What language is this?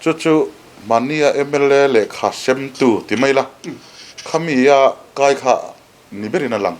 Mizo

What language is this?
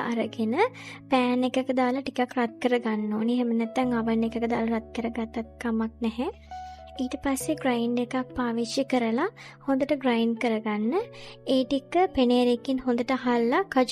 Sinhala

